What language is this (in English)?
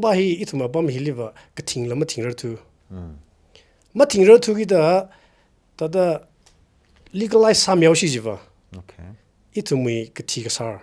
Tangkhul Naga (India)